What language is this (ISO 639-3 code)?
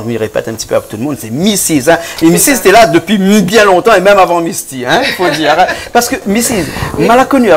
rcf